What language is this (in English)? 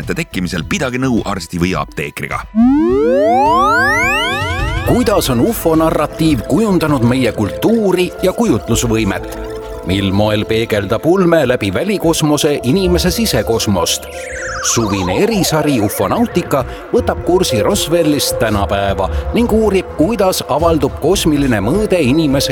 Estonian